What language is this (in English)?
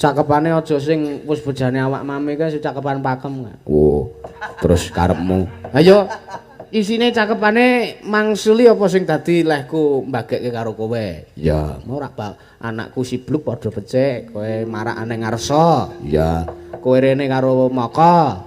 Javanese